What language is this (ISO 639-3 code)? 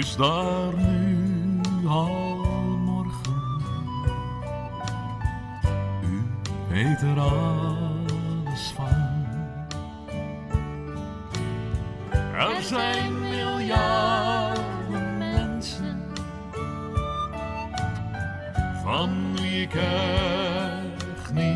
nld